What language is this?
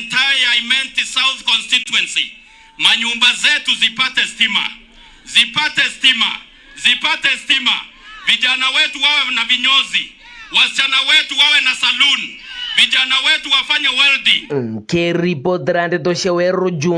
Meru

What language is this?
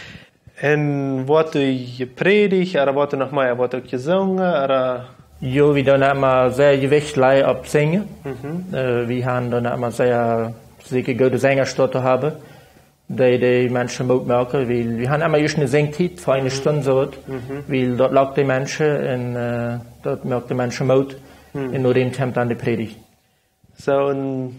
Plautdietsch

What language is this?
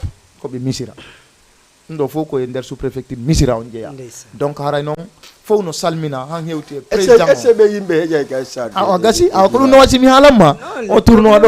Fula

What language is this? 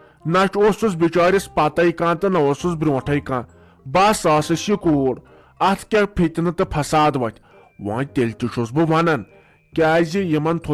Kashmiri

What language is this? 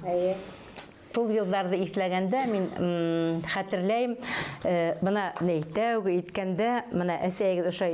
Bashkir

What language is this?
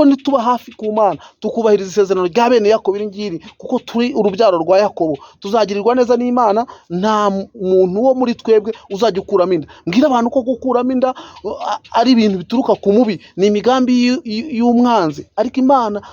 Kinyarwanda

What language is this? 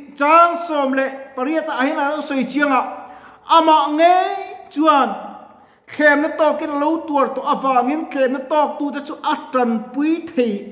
Mizo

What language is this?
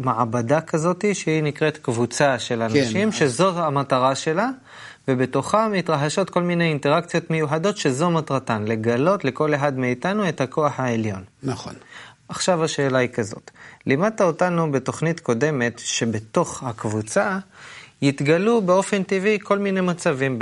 Hebrew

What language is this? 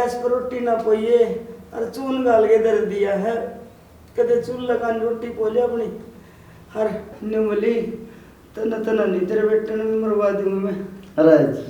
Haryanvi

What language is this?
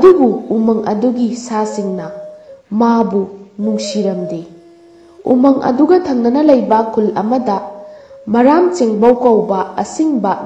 Manipuri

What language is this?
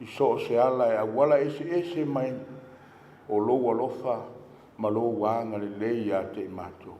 Samoan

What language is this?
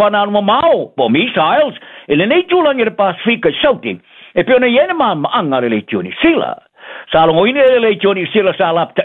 Samoan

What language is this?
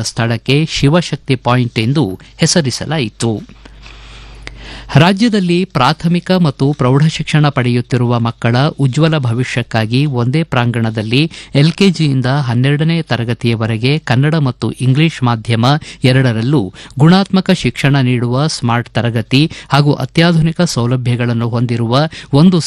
Kannada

